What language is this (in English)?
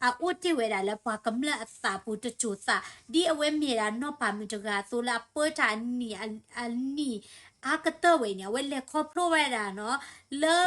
S'gaw Karen